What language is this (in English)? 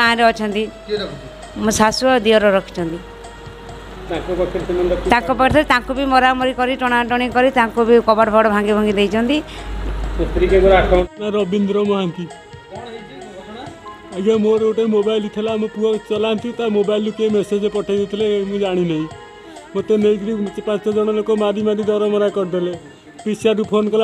Odia